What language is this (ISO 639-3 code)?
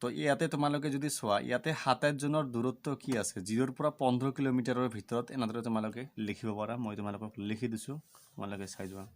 asm